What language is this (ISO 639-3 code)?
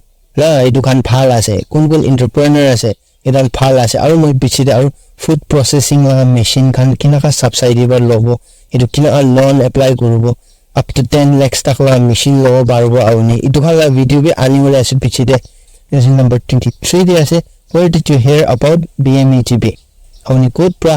nag